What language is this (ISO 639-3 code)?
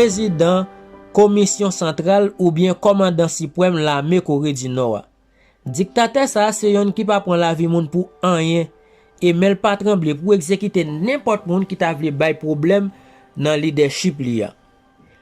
hat